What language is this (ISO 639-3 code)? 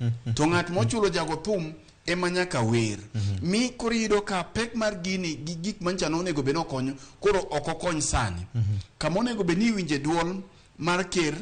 luo